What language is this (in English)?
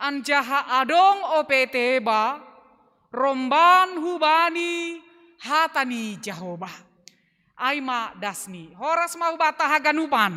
Batak Simalungun